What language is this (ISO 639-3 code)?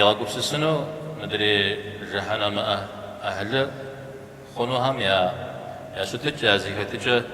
kbd